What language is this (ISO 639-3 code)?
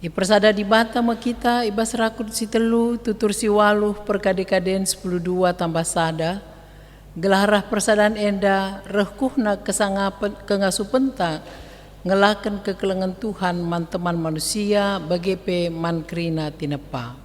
btx